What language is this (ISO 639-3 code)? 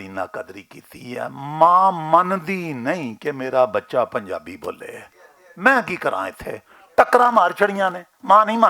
lah